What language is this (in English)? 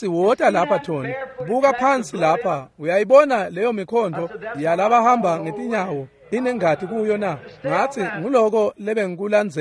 Swati